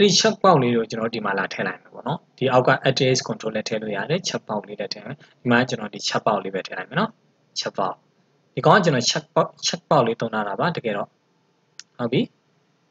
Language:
Burmese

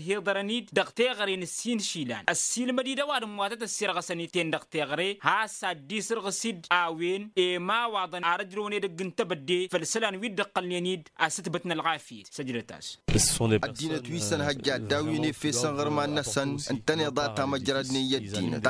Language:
Tamasheq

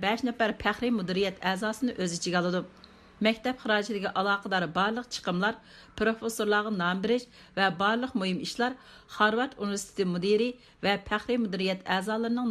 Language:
Uyghur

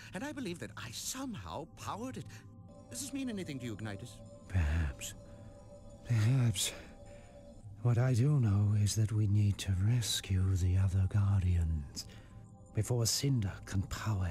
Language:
English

